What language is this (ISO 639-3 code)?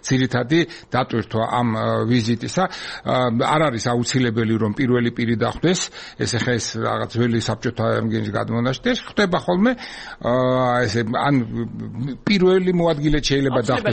kat